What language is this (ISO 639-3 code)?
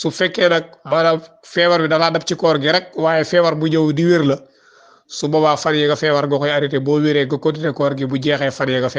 wol